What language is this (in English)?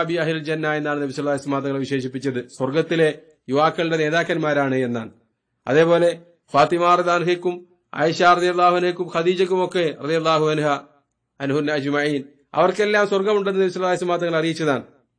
Malayalam